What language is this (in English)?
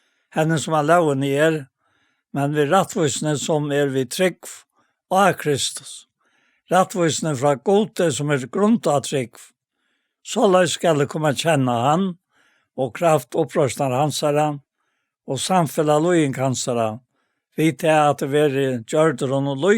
Faroese